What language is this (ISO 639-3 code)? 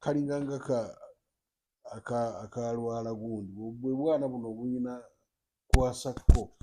lug